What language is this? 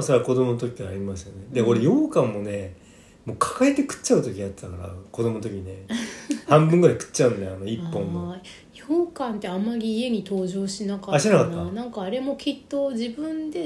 Japanese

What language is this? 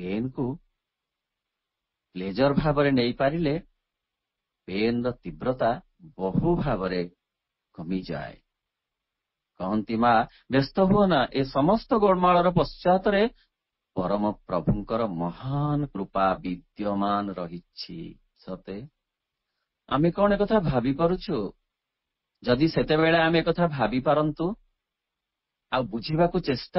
Odia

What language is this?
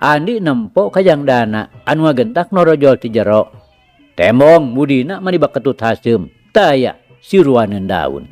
Sundanese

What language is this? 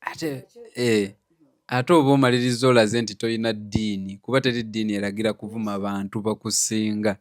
Ganda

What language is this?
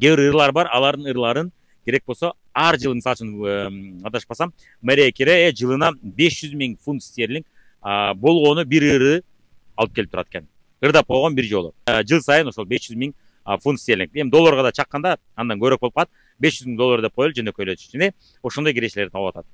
Kyrgyz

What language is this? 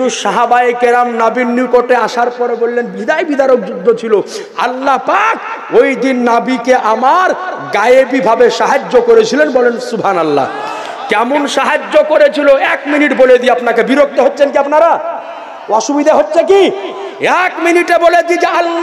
Bangla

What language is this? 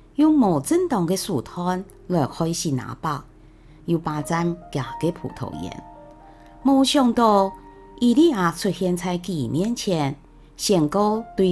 Hakka Chinese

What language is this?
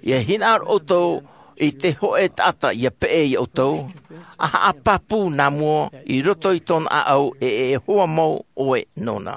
Tahitian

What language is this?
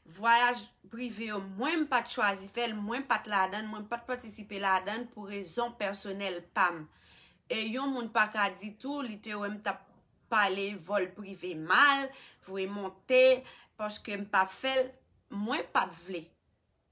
Haitian Creole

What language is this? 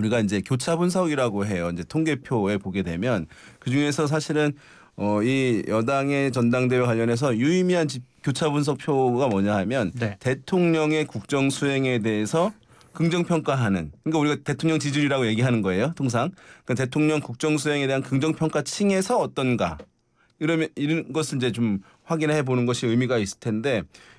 Korean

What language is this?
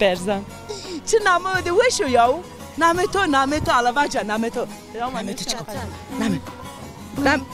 Zaza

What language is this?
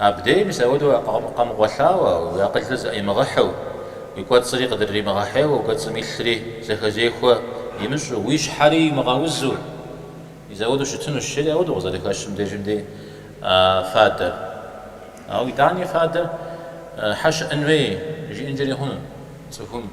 Kabardian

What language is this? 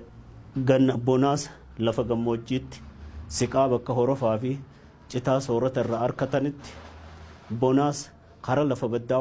Oromo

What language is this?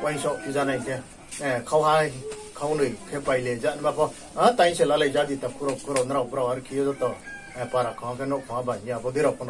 Riang (India)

